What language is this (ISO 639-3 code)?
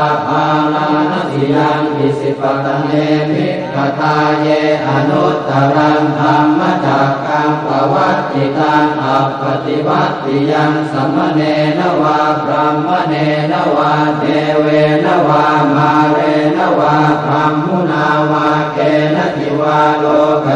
pli